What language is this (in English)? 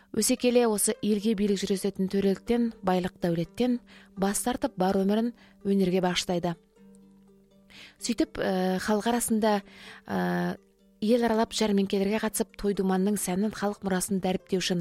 Kazakh